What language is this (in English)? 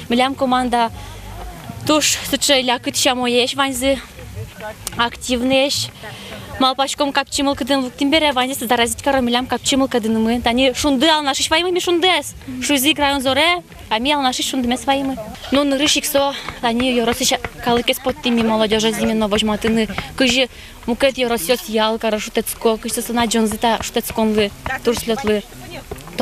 Udmurt